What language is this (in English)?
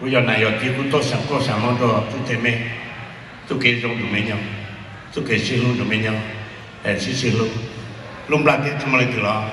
Hmong